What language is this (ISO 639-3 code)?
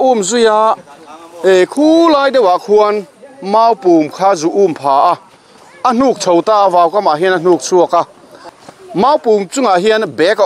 lus